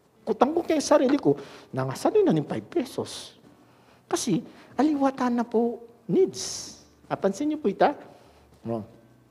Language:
Pampanga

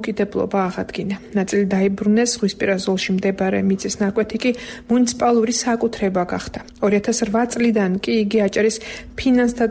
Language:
Georgian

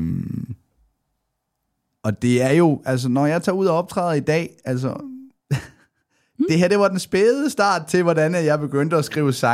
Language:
Danish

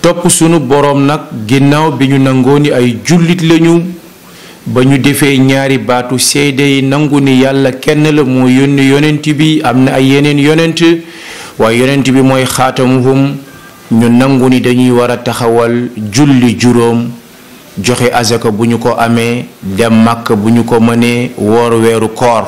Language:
Wolof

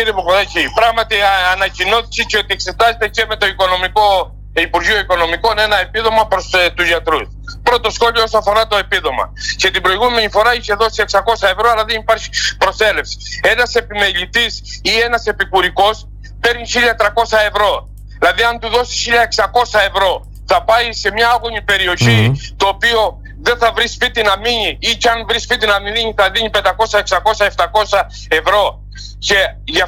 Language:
Greek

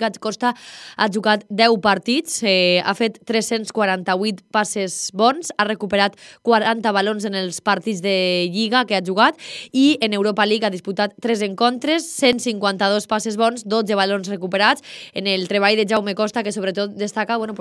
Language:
Catalan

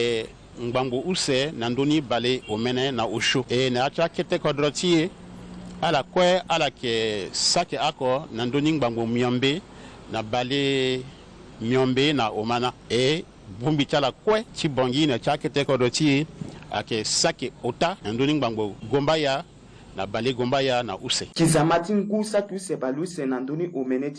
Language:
Sango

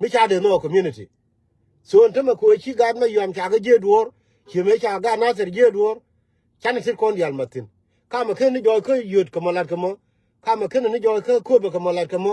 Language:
Nuer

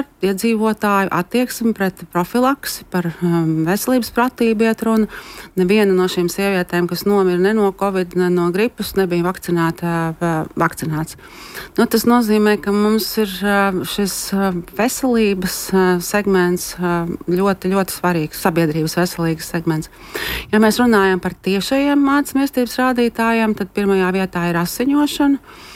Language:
Latvian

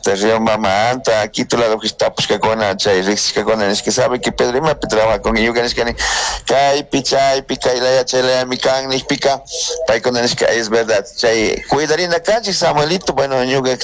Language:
Chimborazo Highland Quichua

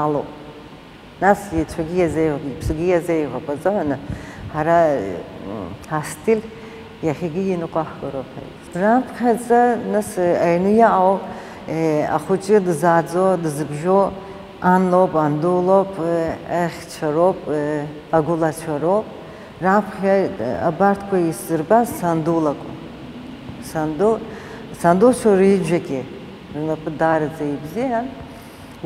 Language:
Abkhazian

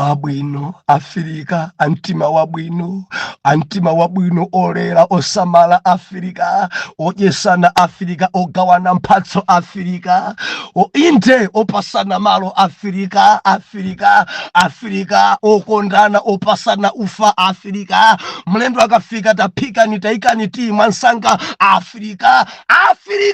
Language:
Nyanja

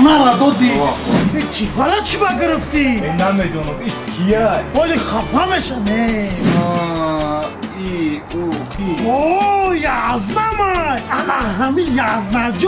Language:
Tajik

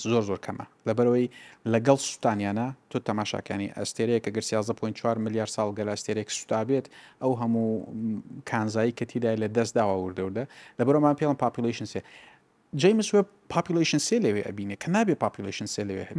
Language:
Central Kurdish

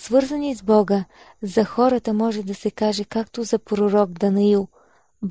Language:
Bulgarian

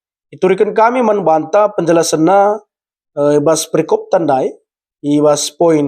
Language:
Batak Karo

